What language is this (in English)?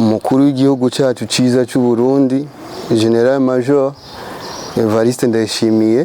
Rundi